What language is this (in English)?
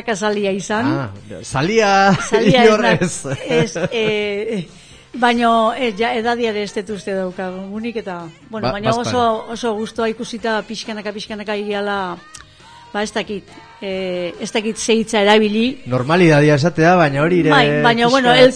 Basque